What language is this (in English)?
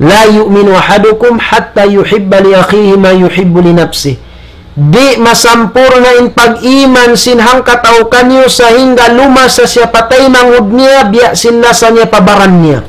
Tausug